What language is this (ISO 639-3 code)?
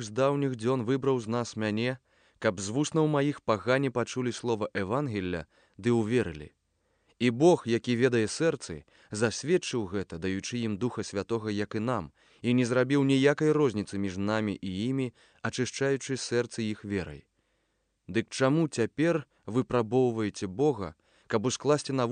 bel